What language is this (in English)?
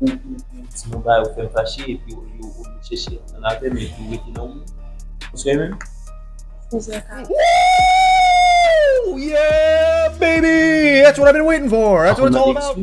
Haitian Creole